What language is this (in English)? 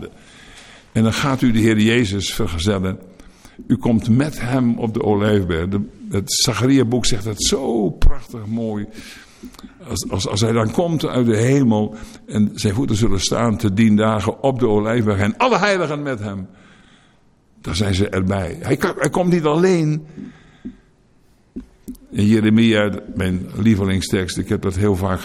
Dutch